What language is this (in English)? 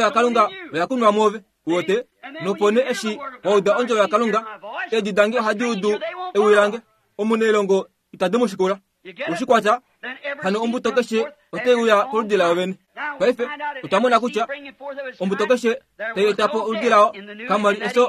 Kuanyama